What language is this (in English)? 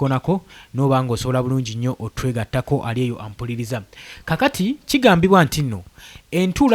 Ganda